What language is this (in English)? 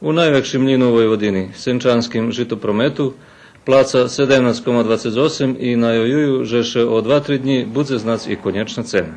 Rusyn